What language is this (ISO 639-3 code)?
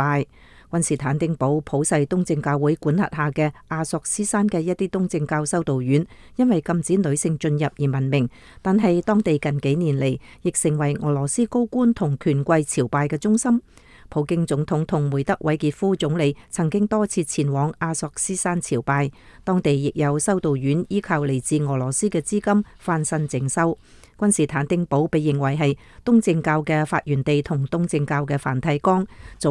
yue